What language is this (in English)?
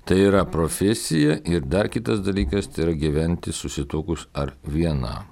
Lithuanian